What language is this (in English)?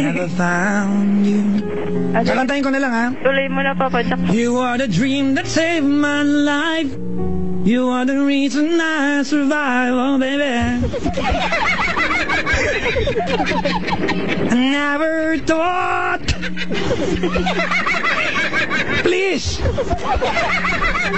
Filipino